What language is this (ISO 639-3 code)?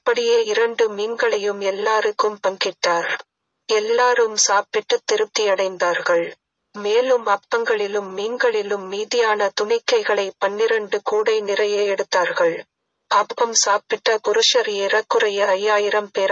tam